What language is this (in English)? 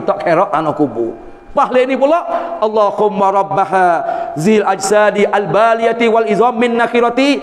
Malay